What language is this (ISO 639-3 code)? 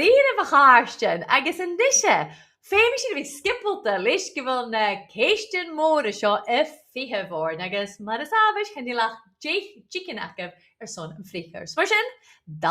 gla